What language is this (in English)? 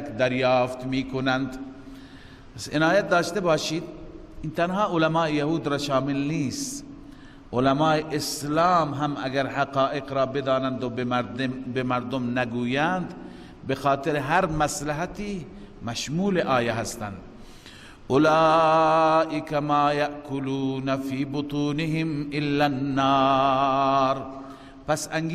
Persian